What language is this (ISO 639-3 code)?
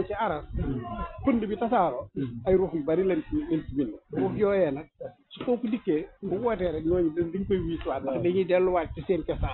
wol